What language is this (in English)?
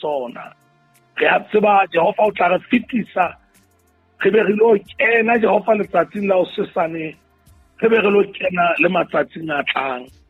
Southern Sotho